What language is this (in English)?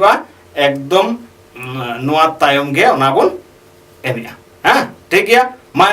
Santali